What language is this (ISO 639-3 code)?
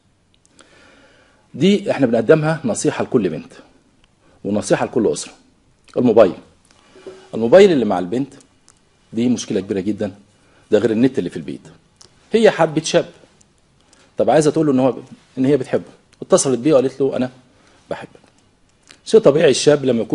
arz